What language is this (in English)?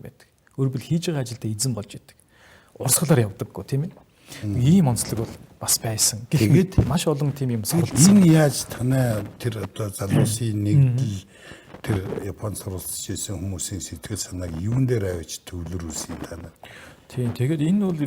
Mongolian